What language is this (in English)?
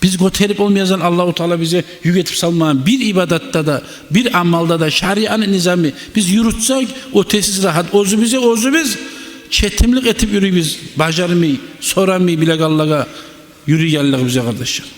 Kumyk